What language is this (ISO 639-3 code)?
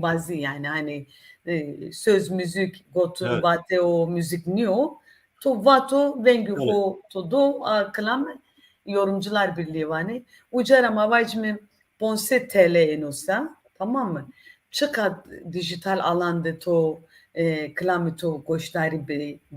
zza